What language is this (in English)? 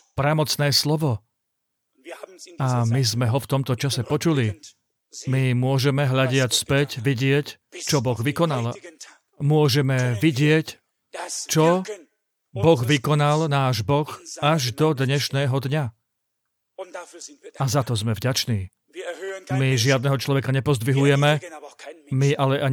Slovak